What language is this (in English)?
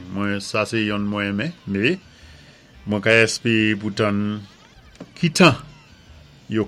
Saint Lucian Creole French